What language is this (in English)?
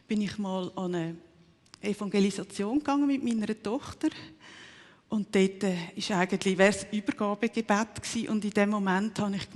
Swiss German